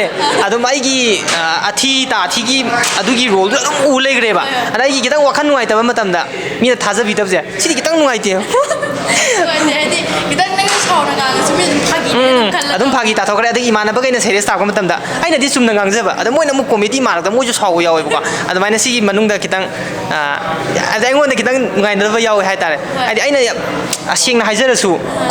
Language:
Manipuri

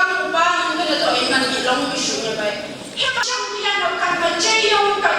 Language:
Phom Naga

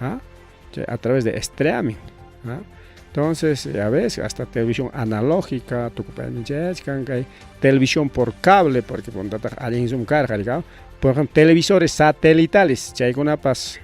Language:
Ayacucho Quechua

